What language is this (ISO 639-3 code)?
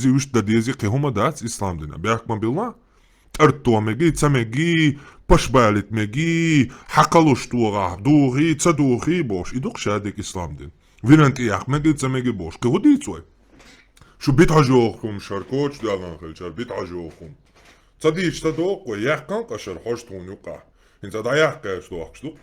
che